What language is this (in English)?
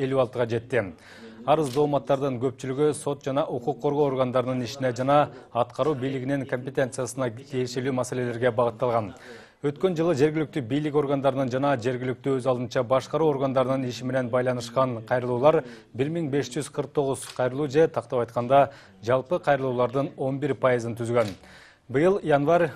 Kyrgyz